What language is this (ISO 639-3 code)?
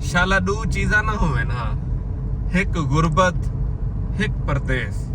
skr